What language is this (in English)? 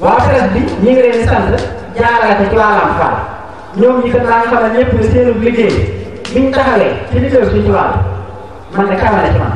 Wolof